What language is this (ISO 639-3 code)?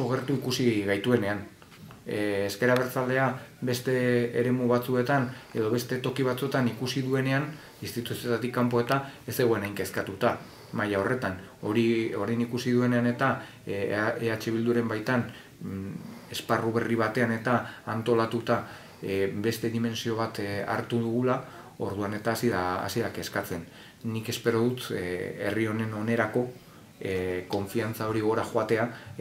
eus